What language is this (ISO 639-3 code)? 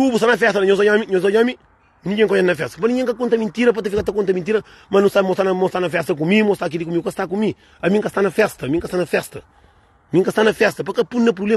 kea